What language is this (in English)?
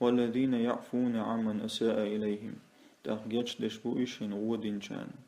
Chechen